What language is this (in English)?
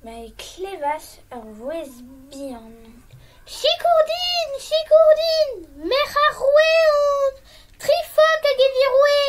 Breton